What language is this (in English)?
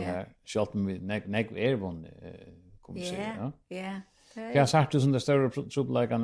Faroese